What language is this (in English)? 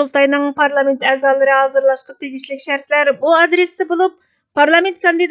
Uyghur